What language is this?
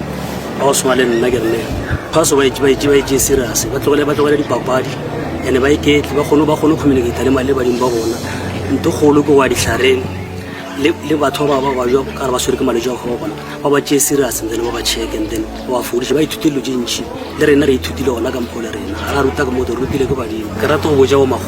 Northern Sotho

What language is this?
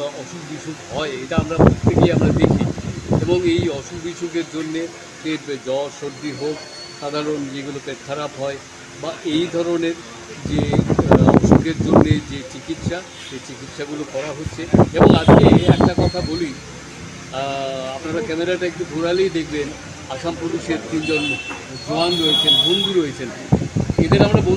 Bangla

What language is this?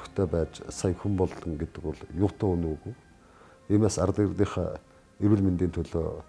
Mongolian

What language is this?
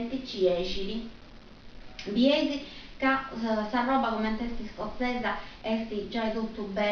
Sardinian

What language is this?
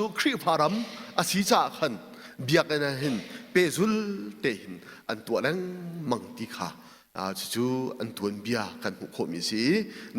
Hakha Chin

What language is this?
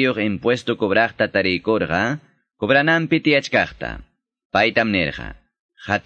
Quechua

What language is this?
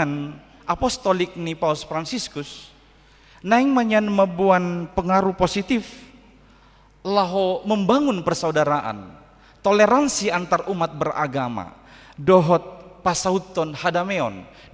Batak Toba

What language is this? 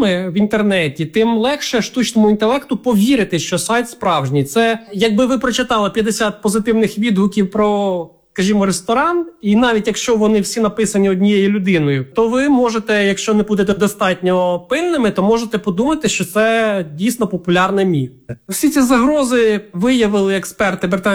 Ukrainian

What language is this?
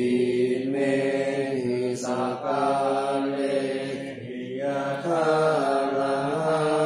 Pali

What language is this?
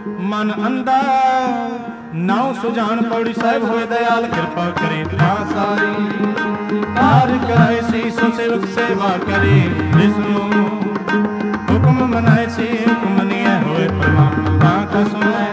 Punjabi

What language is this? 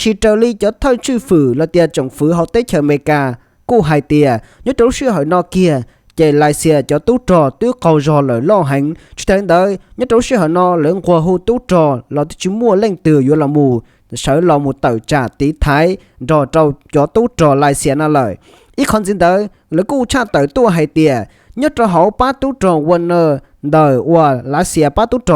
Hmong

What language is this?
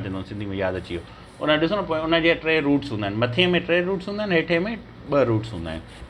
Sindhi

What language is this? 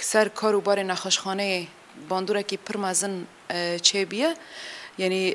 Kurdish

